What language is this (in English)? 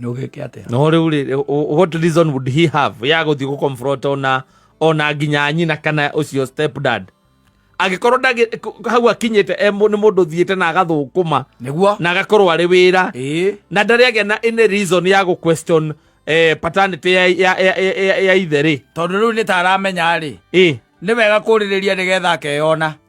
Kikuyu